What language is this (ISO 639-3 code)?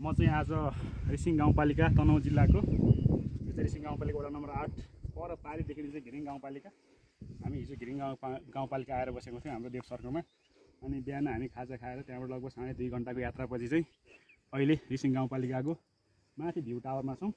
nep